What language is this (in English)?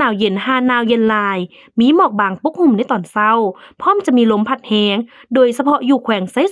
Lao